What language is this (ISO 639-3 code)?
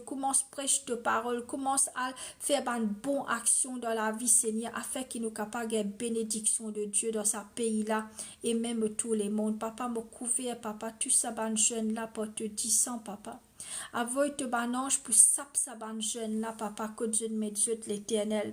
mfe